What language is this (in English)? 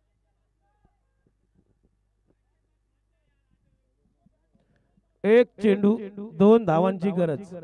Marathi